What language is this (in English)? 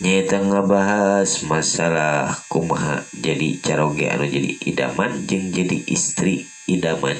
Sundanese